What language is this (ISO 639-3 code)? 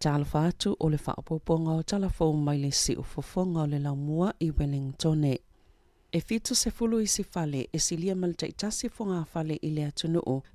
smo